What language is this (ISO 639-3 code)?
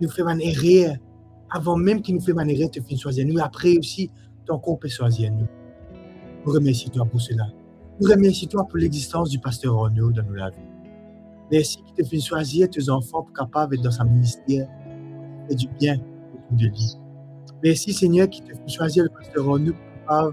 mfe